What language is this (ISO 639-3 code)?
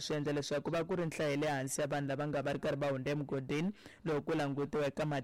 tso